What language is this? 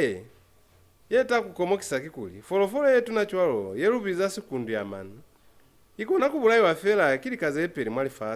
Lozi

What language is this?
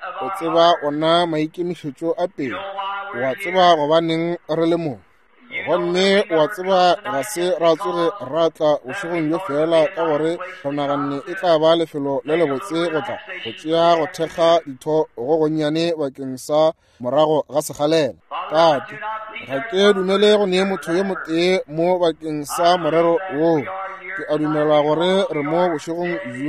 Northern Sotho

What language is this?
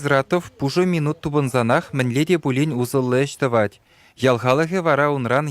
Chuvash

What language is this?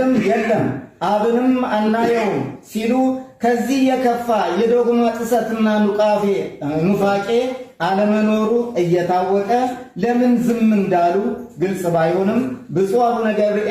Amharic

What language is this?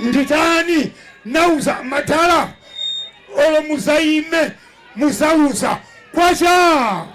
Nyanja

